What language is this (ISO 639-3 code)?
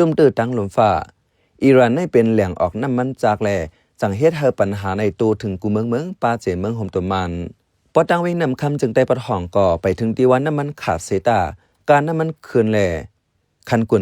shn